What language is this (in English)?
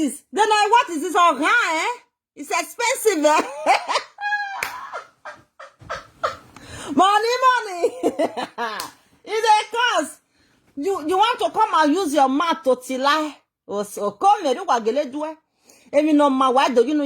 Nigerian Pidgin